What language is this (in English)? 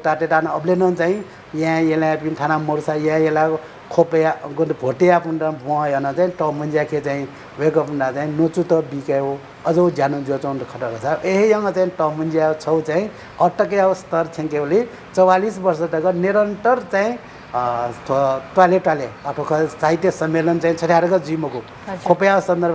Newari